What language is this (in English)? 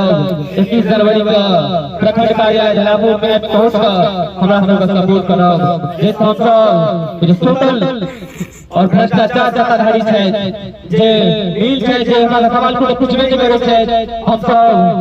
Maithili